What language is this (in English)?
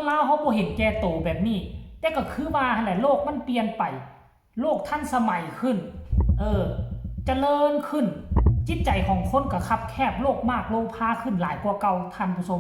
Northeastern Thai